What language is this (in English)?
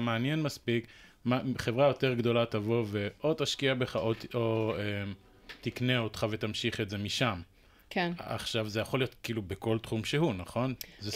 Hebrew